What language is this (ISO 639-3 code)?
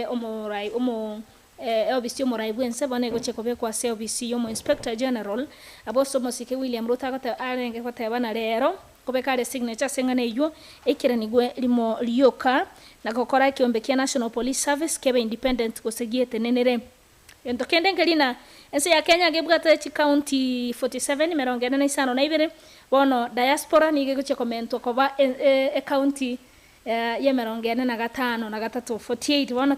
guz